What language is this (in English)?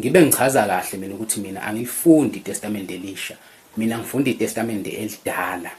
Zulu